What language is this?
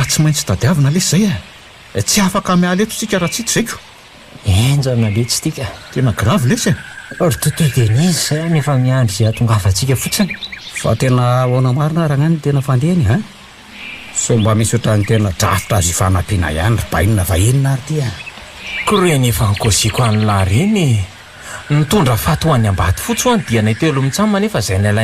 Malagasy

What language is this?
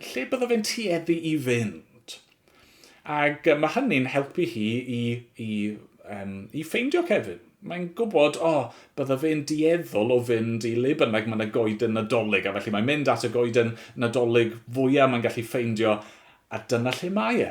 Welsh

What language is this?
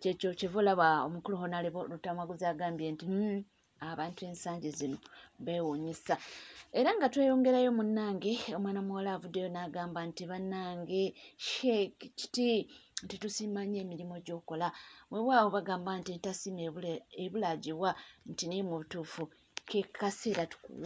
Ganda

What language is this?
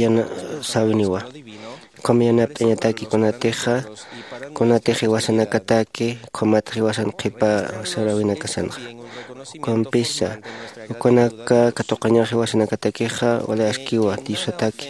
Aymara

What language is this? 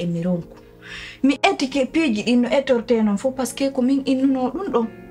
Pular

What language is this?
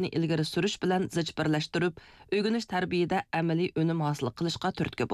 Uyghur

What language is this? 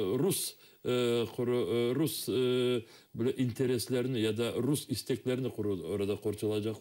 Crimean Tatar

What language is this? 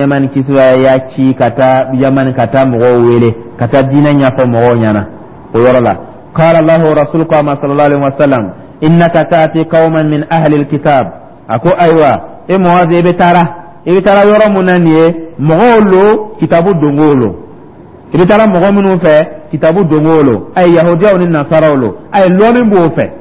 Dyula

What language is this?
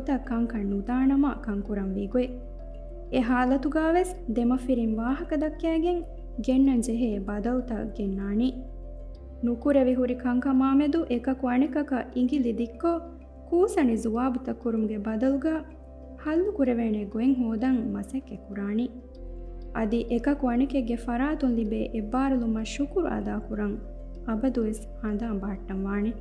Divehi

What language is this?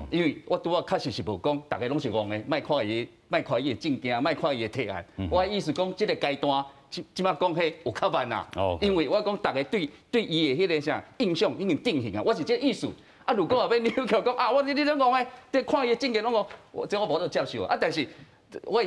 Min Nan Chinese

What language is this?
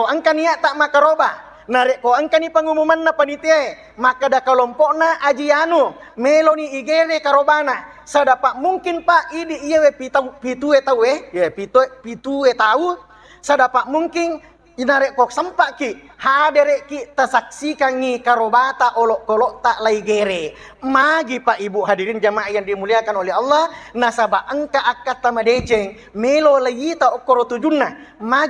Buginese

